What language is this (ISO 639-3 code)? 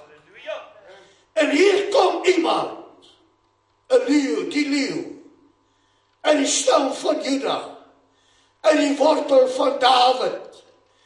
afr